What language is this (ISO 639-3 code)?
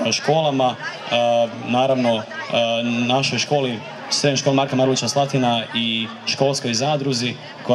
hrv